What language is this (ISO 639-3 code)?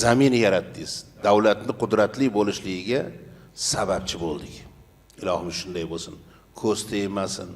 uzb